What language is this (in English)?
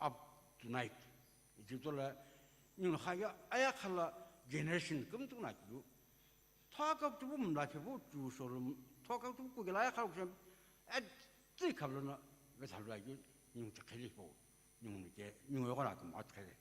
Sumi Naga